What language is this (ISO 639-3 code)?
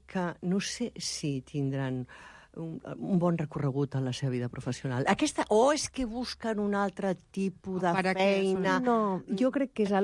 cat